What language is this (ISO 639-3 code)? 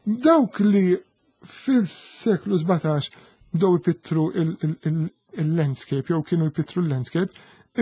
mlt